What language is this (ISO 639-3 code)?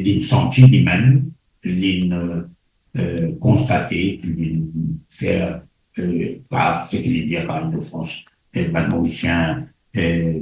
mfe